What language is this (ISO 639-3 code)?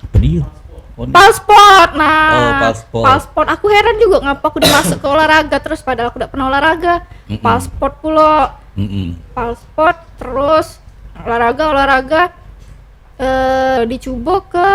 mui